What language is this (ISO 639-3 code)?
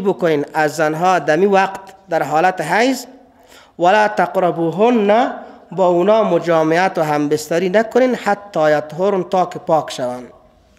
fas